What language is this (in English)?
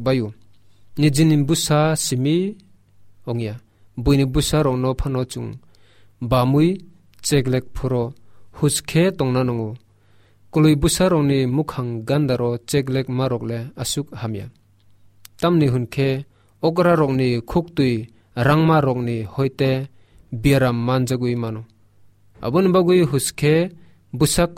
Kok Borok